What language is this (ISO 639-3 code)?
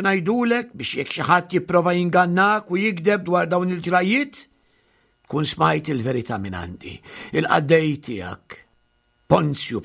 mlt